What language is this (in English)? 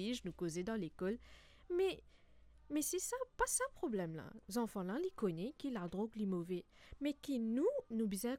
Morisyen